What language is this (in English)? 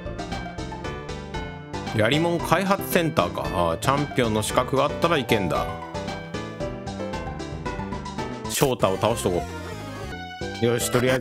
Japanese